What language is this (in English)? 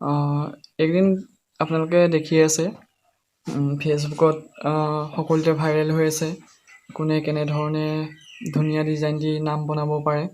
Assamese